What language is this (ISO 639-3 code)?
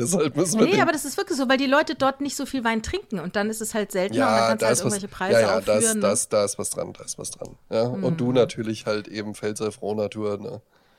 deu